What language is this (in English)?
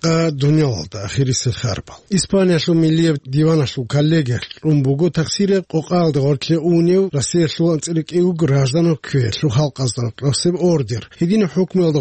Avaric